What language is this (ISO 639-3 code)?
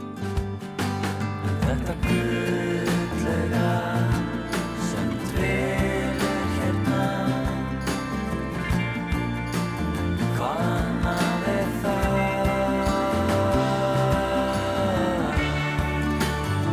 isl